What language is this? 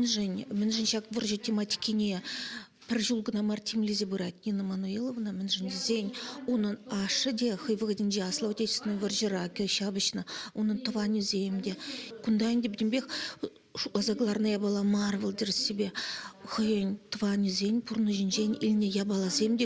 Chuvash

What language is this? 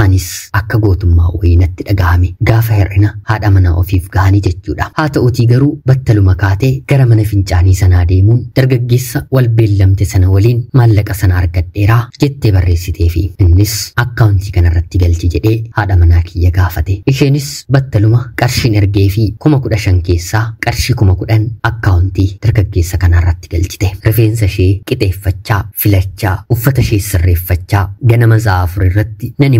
Oromo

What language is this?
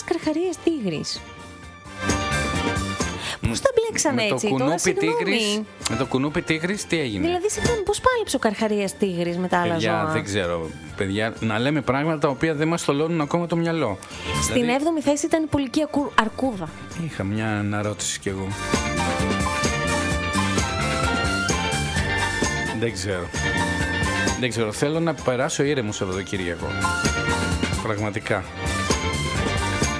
Greek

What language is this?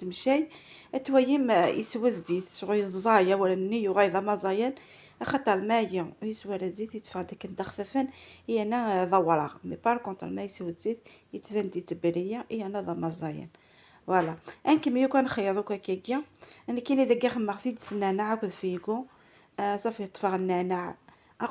Kabyle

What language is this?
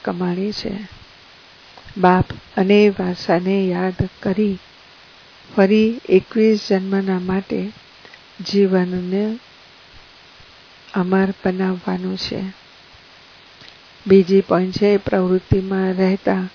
Gujarati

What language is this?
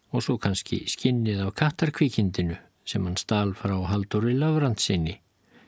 Icelandic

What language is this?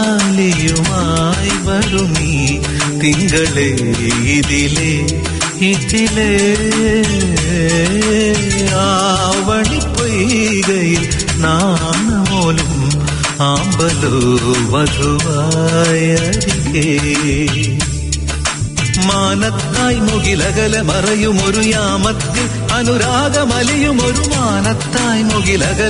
Malayalam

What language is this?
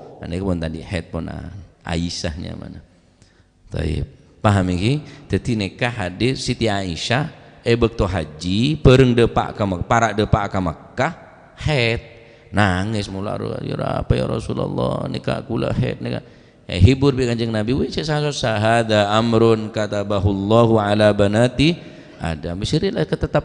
Madurese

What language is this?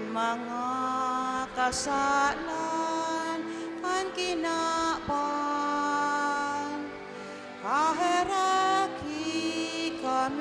Bikol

